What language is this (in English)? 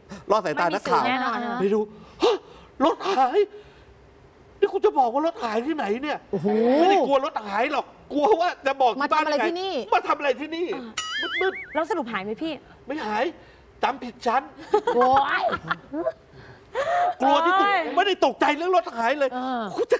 Thai